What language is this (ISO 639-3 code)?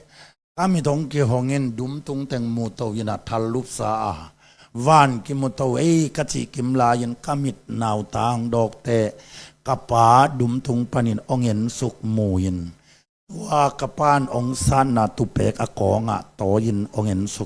ctd